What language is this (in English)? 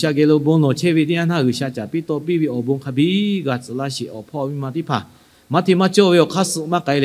Lahu